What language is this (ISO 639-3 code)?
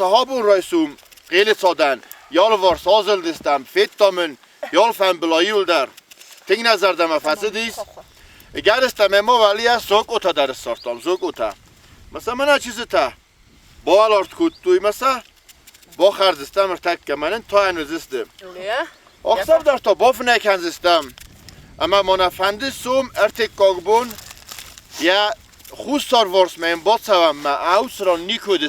oss